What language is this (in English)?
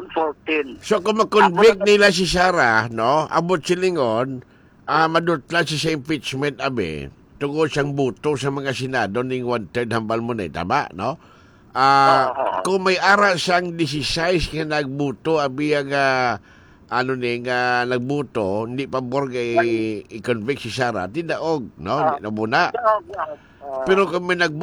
Hiligaynon